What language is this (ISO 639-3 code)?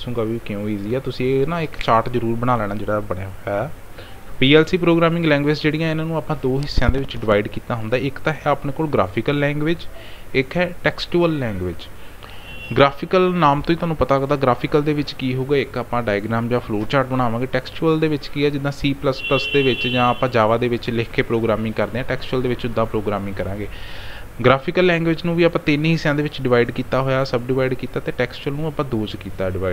pan